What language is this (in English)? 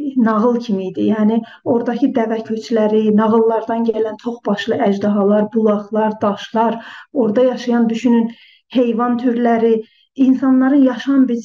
South Azerbaijani